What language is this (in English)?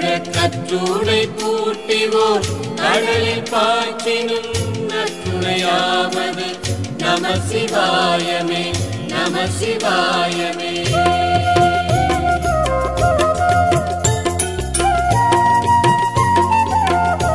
Tamil